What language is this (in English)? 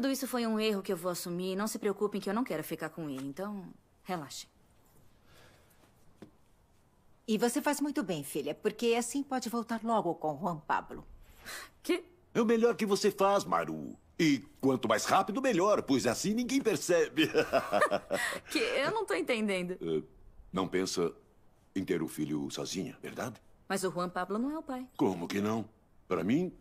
Portuguese